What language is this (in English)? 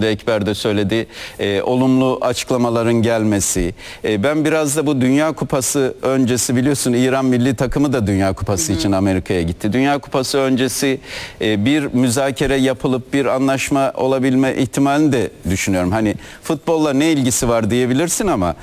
Turkish